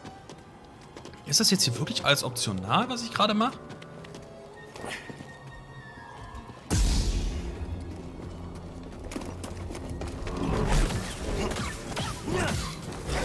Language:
German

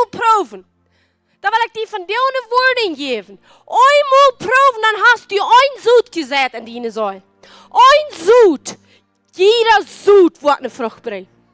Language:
Plautdietsch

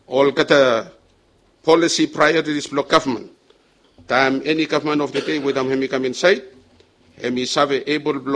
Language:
Bislama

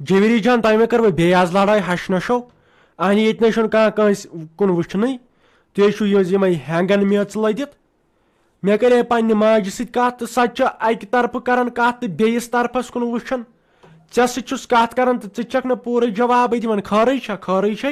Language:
Kashmiri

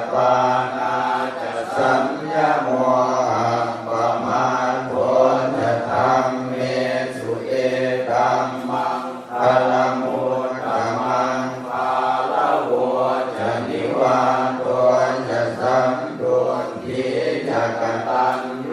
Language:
Pali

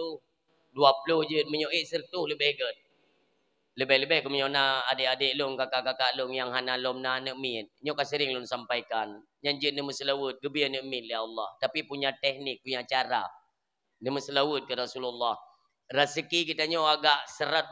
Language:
Achinese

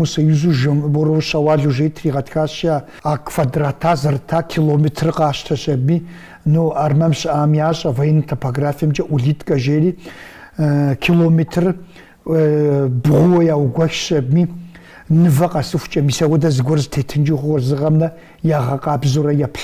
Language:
Kabardian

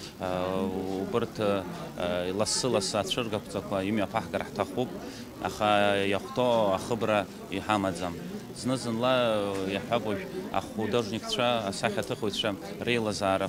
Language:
Abkhazian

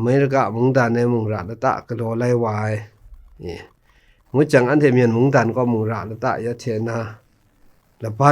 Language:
Kachin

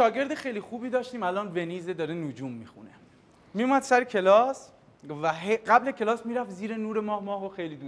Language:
Persian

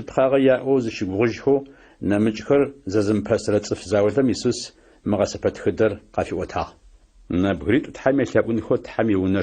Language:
Adyghe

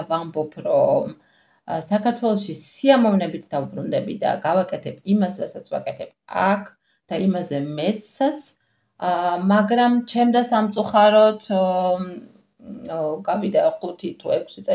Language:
Georgian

